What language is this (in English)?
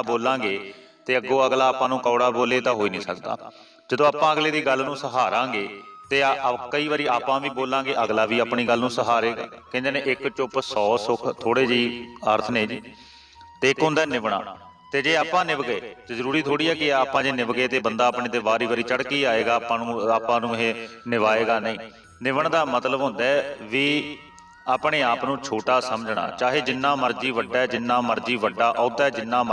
Punjabi